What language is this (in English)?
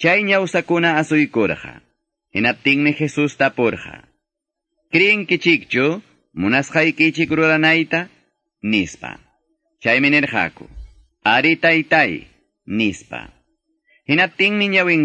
Quechua